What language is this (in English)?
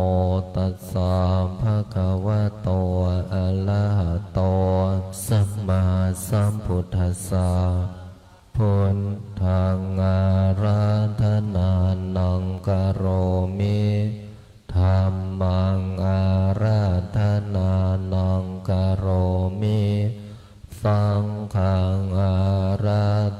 Pali